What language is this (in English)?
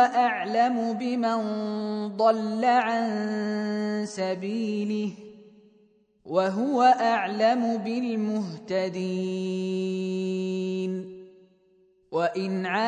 Arabic